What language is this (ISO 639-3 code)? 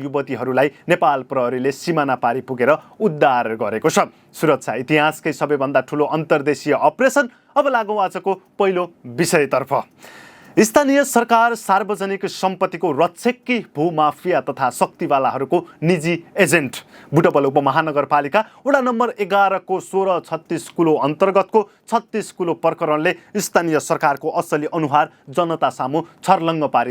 nep